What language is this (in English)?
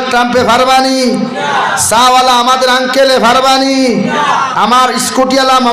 Sylheti